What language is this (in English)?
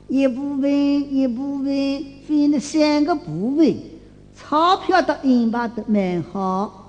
Wu Chinese